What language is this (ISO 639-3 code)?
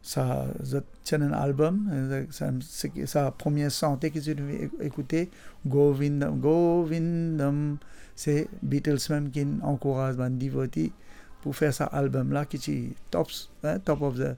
mfe